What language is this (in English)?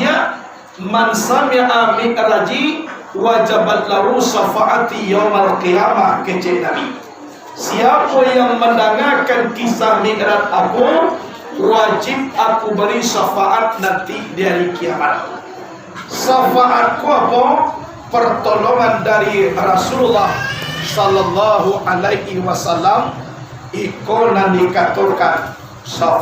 Minangkabau